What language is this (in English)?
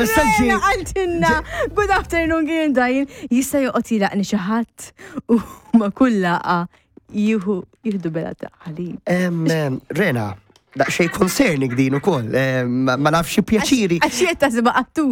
Maltese